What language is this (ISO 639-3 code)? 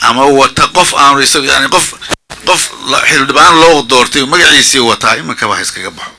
som